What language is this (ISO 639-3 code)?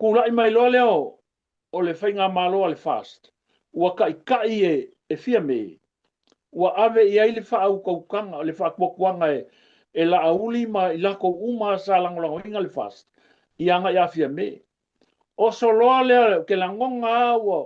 smo